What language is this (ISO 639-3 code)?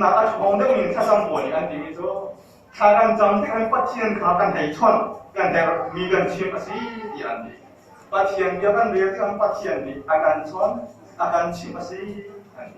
cnh